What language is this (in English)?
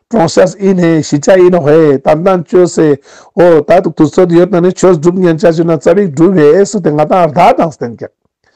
Ladakhi